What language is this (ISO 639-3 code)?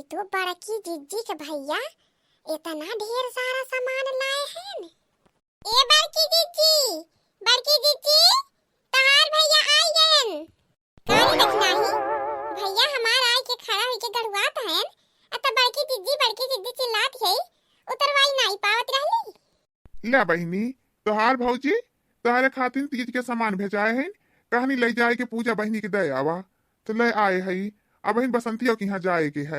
awa